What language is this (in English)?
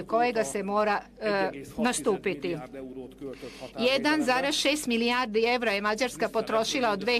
Serbian